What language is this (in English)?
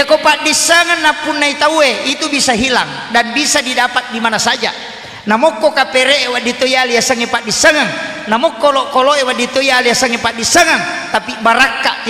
Buginese